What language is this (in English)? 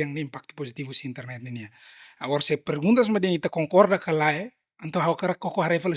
Tetum